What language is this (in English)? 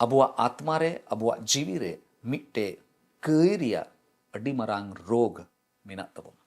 Santali